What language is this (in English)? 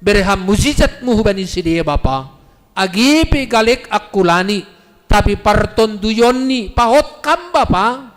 Batak Simalungun